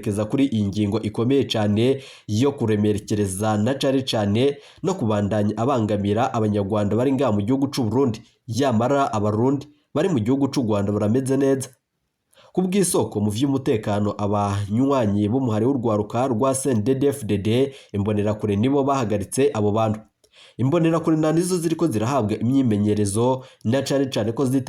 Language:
Rundi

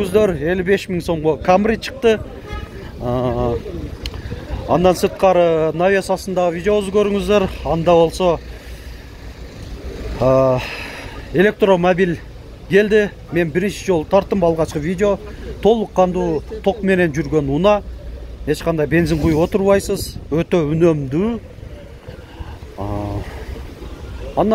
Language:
Kyrgyz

